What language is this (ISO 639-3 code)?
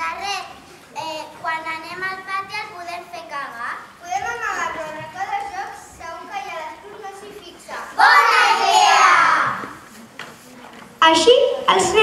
cat